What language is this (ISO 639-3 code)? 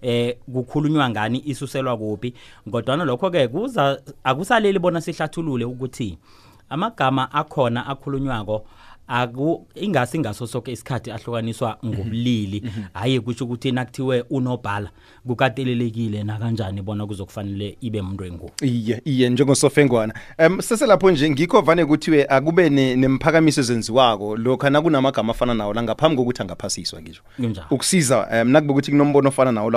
nbl